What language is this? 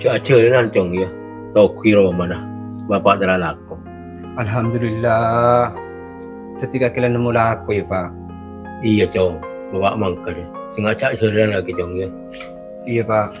Madurese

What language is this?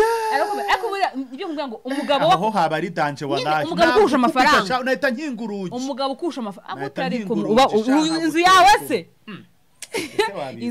Kinyarwanda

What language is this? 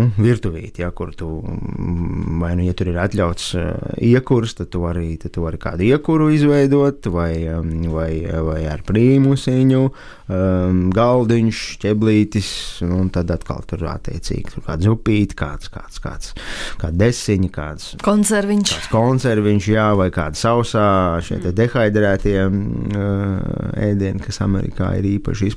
Latvian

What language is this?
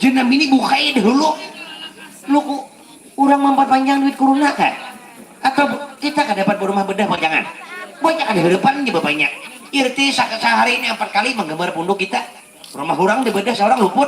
Banjar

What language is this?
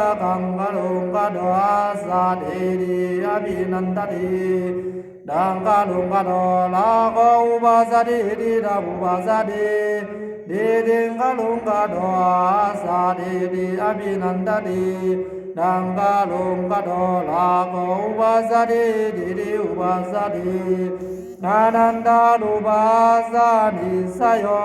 Pali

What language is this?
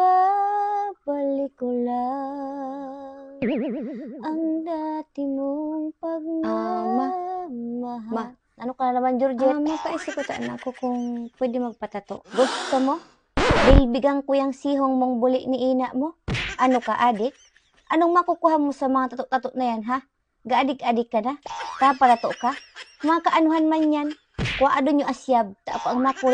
Bikol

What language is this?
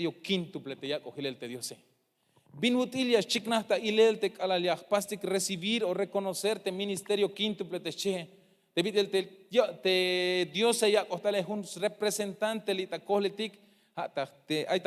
Tzeltal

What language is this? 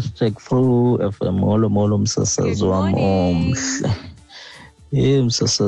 Xhosa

